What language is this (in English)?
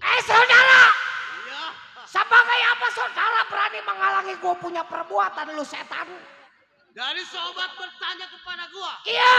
Betawi